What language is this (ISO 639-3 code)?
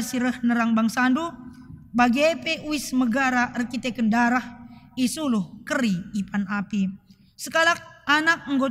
btx